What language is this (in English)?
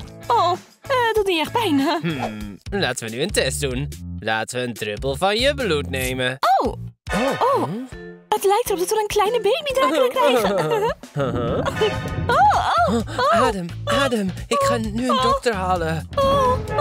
Dutch